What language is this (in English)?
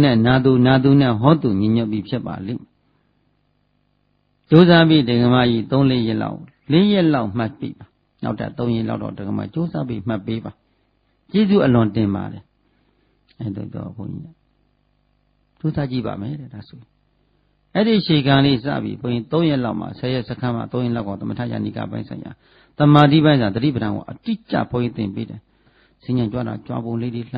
Burmese